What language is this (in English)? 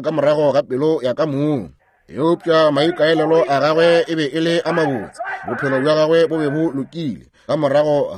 Northern Sotho